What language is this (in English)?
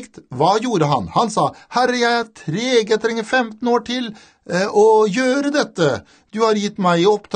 Norwegian